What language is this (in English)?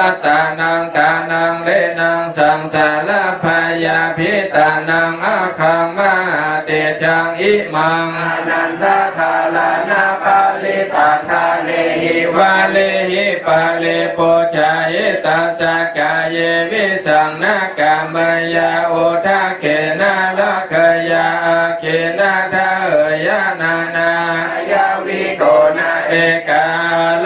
Pali